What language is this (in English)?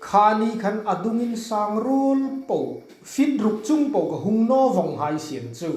Hmar